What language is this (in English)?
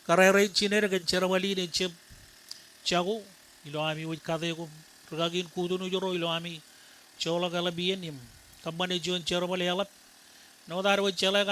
Marshallese